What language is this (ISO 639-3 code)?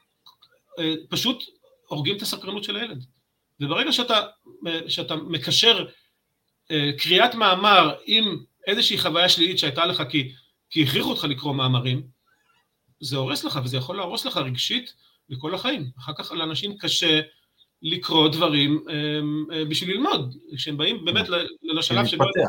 heb